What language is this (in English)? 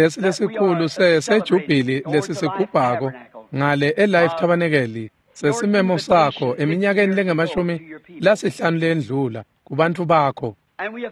Swati